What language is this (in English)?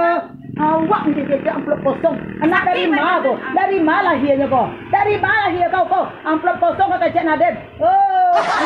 Minangkabau